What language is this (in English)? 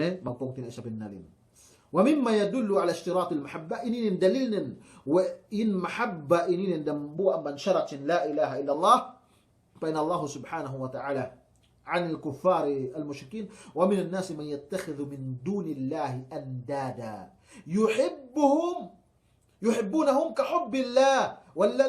Yakan